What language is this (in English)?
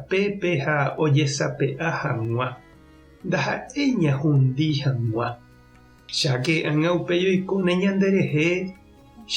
Guarani